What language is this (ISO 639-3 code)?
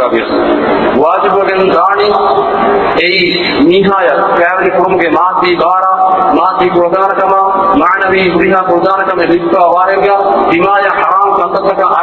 div